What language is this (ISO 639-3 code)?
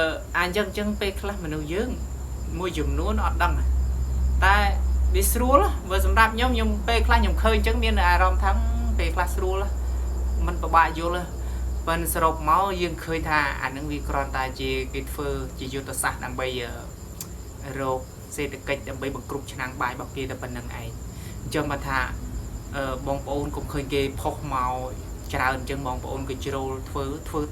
khm